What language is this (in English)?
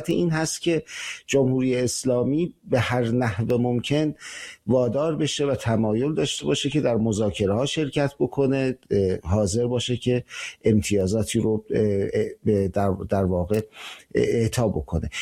Persian